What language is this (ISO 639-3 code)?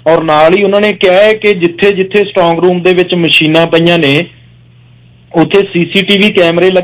pan